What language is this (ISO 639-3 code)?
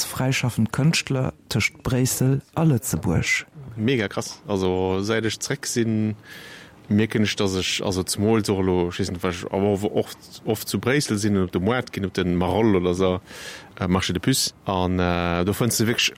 ltz